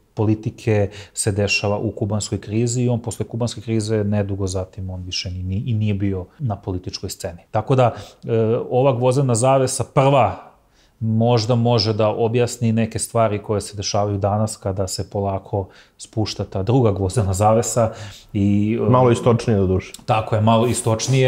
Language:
Serbian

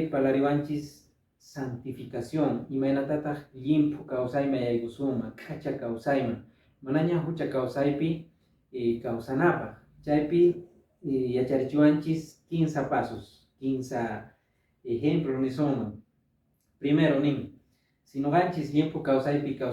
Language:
Quechua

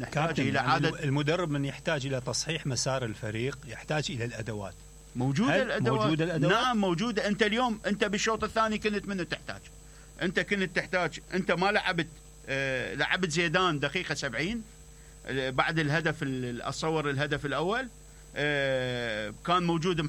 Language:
Mesopotamian Arabic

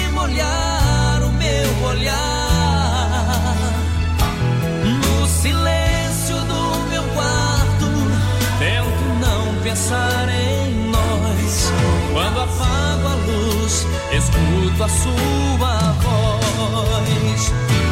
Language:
Portuguese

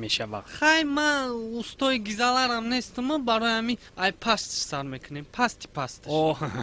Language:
Tajik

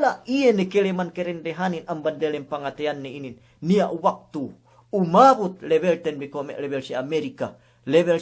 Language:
Yakan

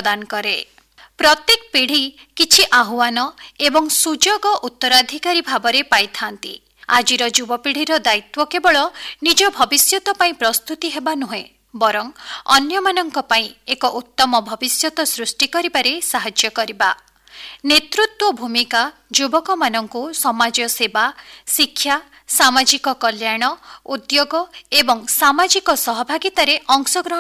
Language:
Odia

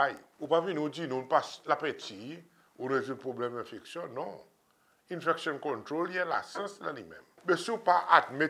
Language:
Seselwa Creole French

